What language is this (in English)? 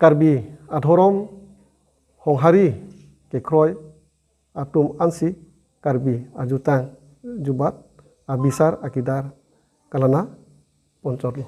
Karbi